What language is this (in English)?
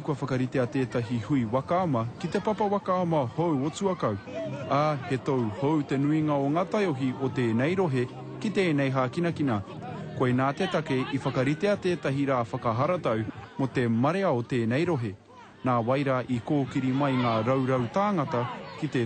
Māori